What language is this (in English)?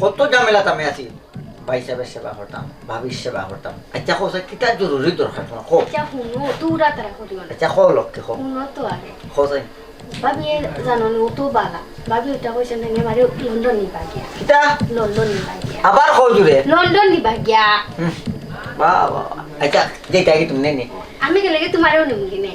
Sylheti